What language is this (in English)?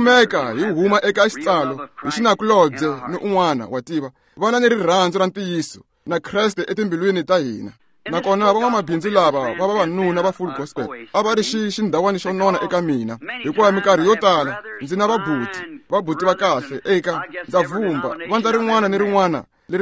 Tsonga